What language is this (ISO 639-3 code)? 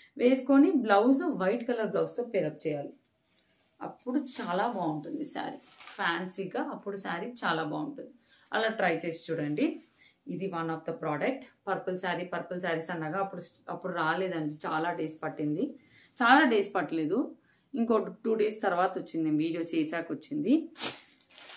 tel